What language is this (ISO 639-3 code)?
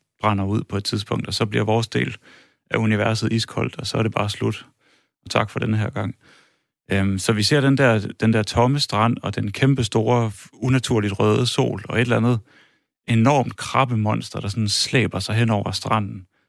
dan